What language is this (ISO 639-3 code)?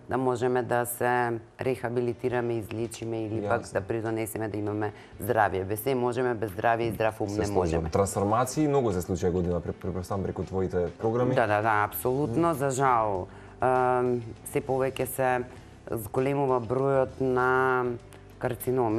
mkd